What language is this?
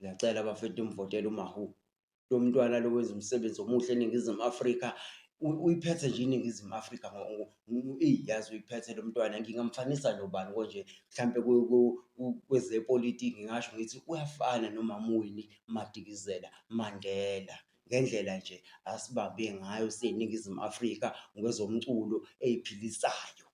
Zulu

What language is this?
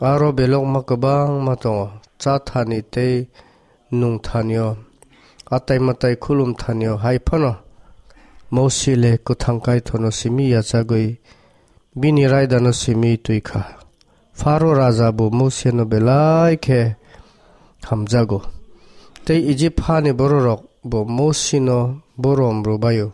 Kok Borok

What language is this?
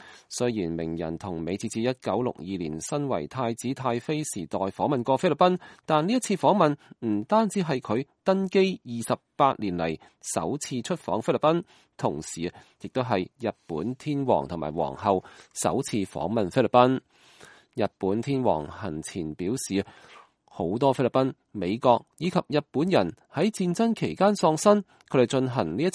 Cantonese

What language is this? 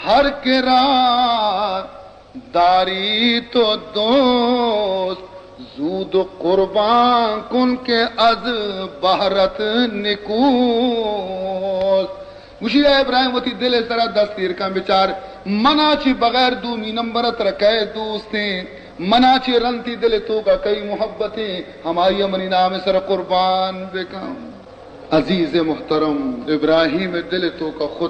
Baluchi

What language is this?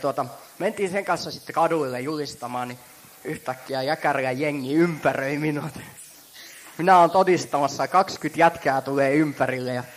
Finnish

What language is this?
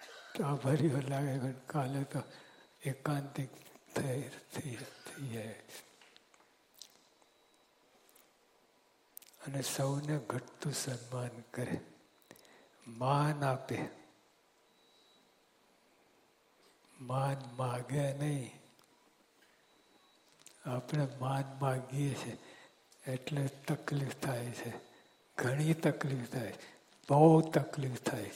Gujarati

